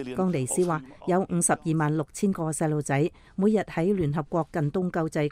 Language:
Cantonese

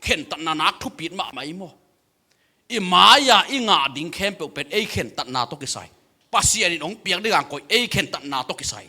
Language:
Tedim Chin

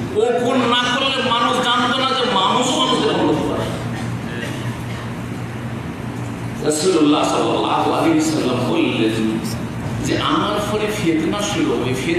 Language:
Bangla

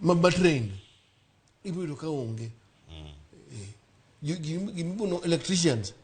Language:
Luo (Kenya and Tanzania)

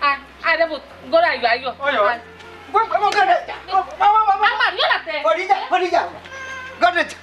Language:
Sylheti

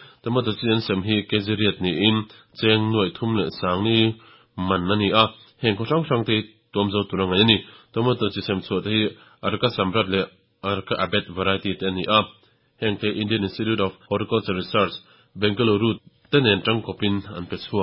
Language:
Mizo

